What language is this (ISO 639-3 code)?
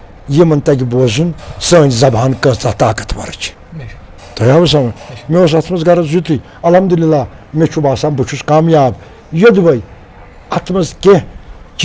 kas